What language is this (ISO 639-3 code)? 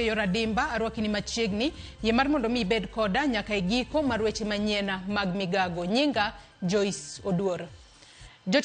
luo